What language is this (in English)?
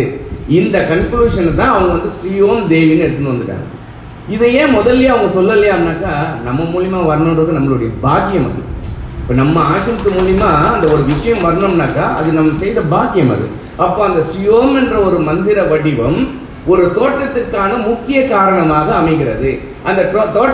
Tamil